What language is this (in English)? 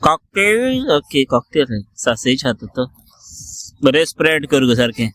Konkani